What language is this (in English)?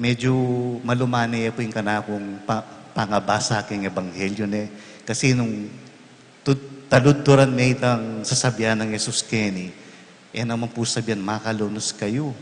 Pampanga